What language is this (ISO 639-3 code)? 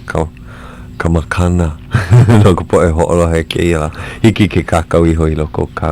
haw